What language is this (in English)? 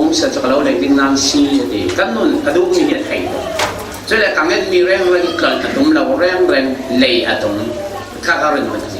Falam Chin